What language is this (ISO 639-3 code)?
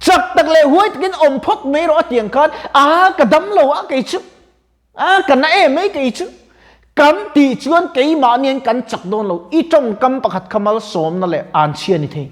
lus